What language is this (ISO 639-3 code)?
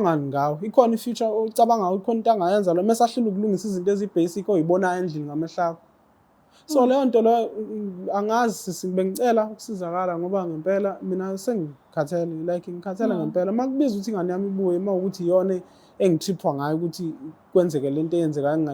zul